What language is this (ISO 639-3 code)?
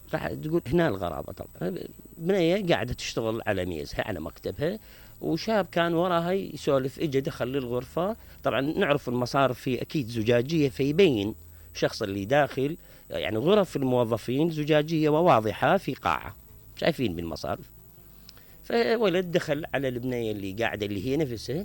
acm